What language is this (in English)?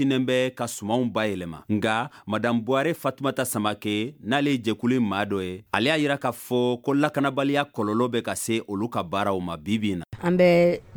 Bambara